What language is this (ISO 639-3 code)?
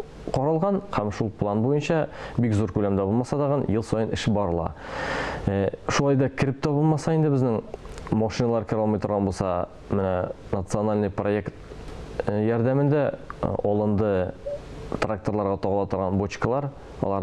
tat